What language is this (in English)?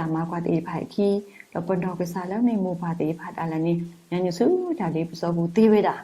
S'gaw Karen